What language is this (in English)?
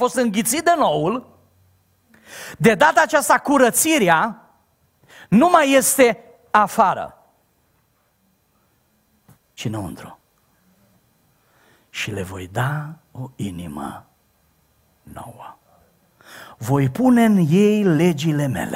Romanian